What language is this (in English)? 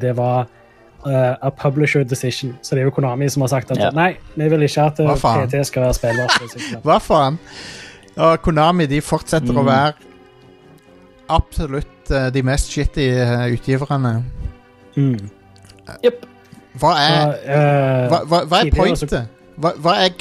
Norwegian